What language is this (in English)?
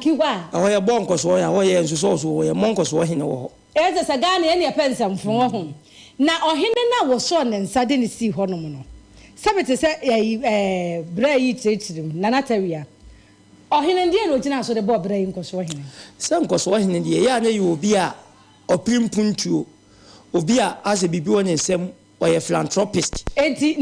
Akan